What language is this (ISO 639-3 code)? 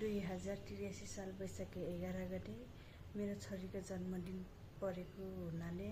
nep